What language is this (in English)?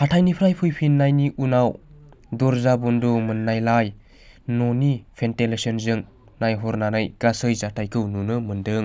Bodo